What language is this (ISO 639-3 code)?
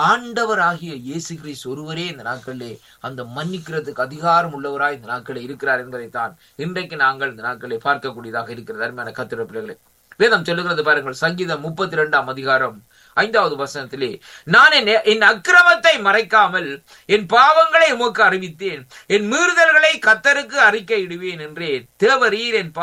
tam